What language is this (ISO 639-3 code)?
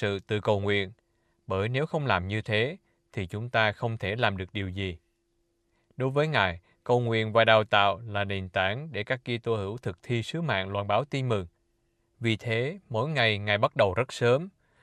vie